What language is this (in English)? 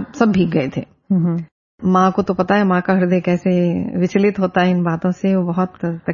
Hindi